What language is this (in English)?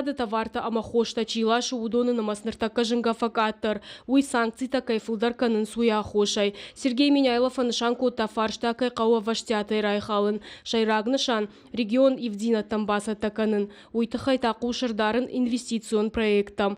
Ossetic